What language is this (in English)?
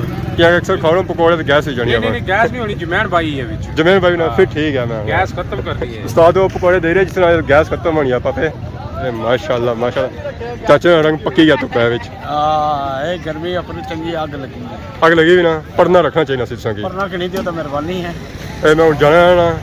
Pahari-Potwari